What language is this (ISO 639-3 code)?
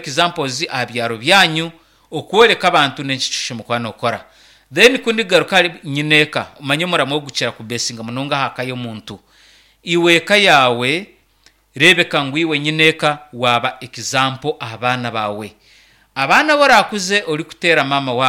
nyn